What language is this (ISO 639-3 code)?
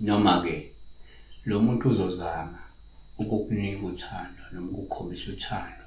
zul